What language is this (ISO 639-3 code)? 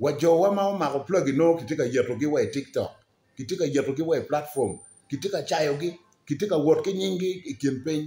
ach